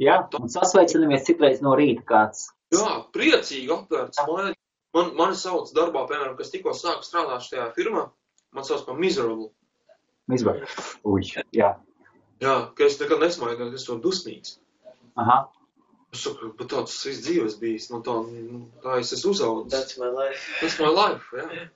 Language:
Latvian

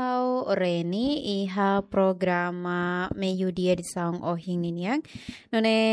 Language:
Tetum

